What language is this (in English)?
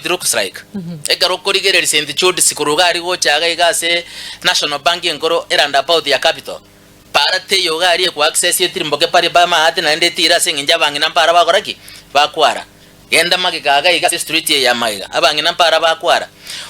Gusii